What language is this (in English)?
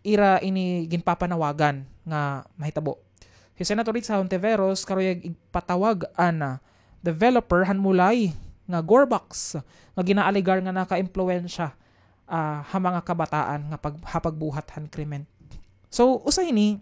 Waray